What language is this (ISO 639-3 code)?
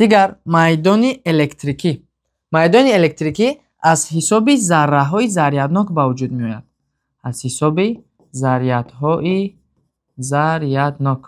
tgk